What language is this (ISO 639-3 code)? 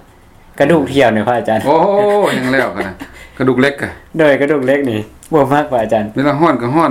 lao